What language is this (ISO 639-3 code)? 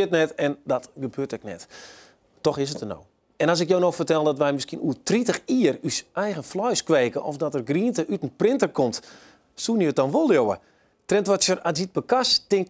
fry